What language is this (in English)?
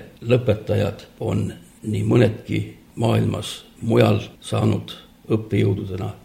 Estonian